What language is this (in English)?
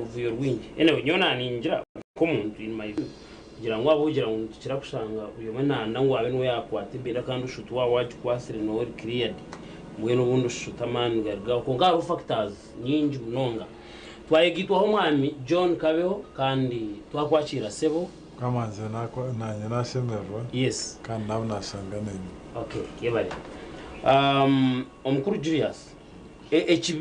Nyankole